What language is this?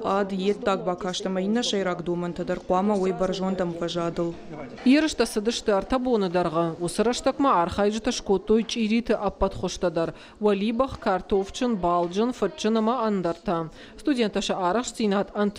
Ossetic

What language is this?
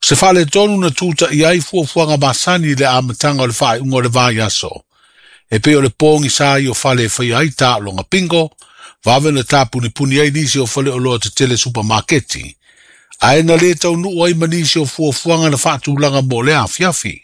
Samoan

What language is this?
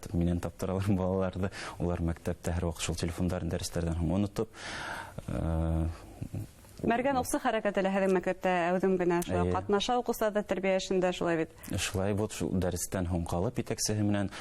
Bashkir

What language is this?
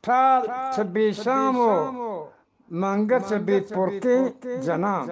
Eastern Balochi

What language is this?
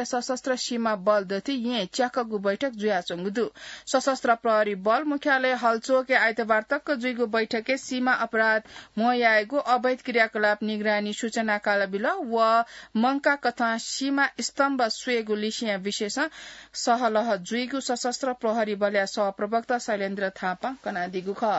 Newari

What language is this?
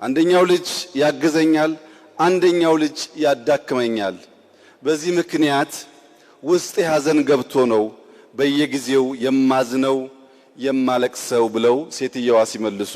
Amharic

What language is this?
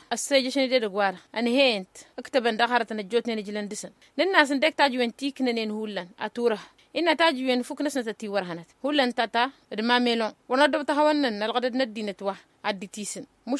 Tamasheq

